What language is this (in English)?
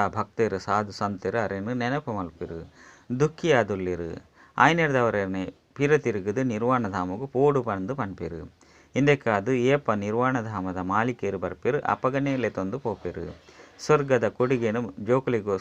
Tulu